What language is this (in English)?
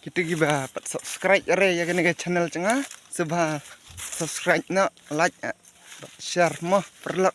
Khasi